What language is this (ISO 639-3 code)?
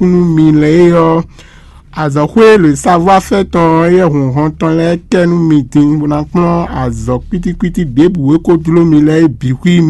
fon